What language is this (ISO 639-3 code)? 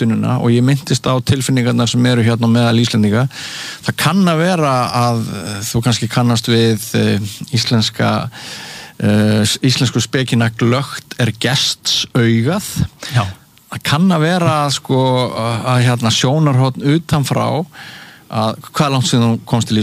isl